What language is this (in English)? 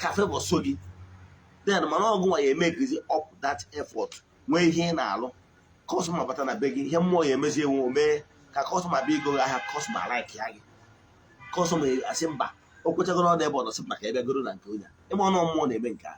Igbo